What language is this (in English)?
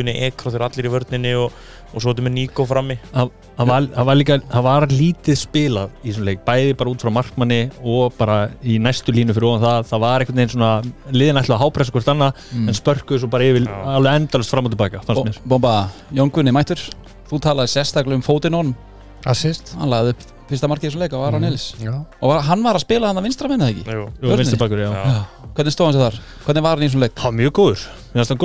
Icelandic